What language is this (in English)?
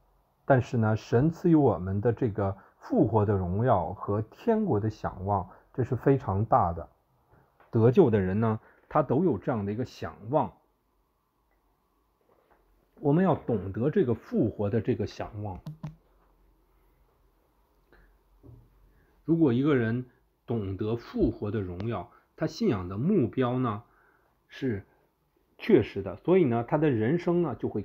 Chinese